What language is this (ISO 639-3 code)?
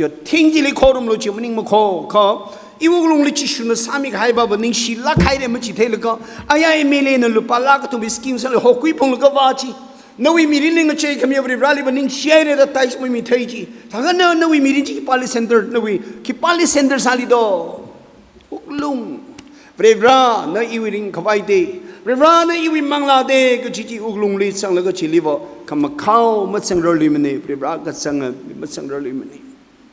nmf